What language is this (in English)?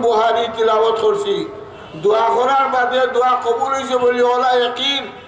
Sylheti